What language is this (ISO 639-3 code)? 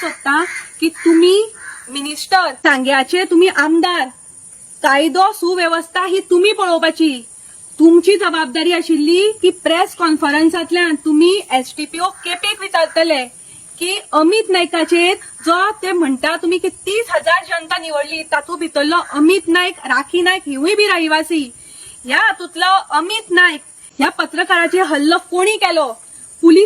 kok